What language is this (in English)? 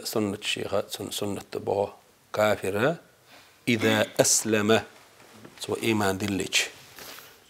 Chechen